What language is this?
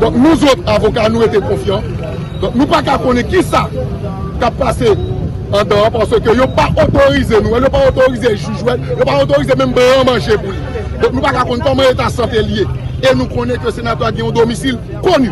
Haitian Creole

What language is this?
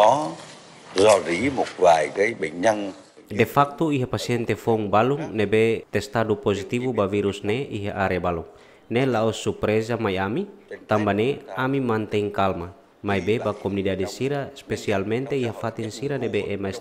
Tetum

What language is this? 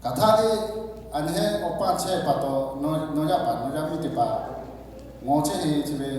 Lahu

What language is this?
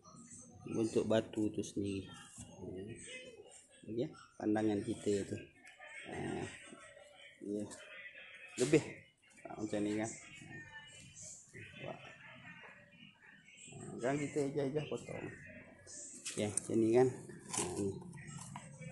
Malay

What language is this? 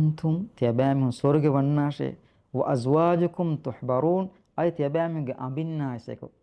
Divehi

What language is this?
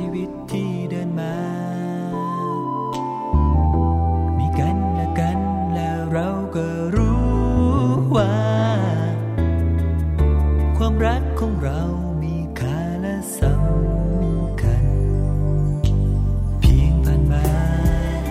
Thai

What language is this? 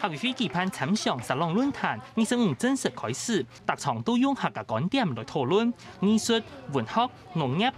Hakka Chinese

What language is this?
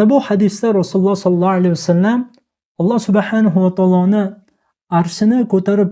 Uzbek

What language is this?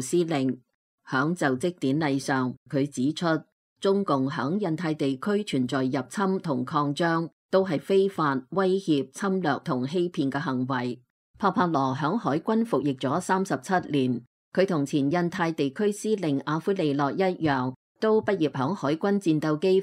Cantonese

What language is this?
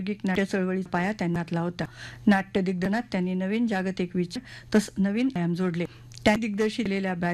Marathi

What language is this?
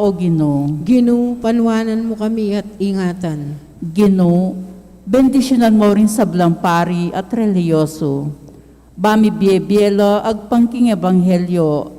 Pampanga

